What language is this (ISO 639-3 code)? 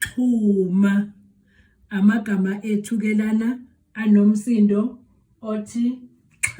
zul